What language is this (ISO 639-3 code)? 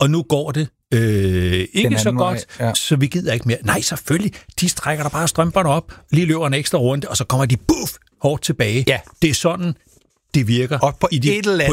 dan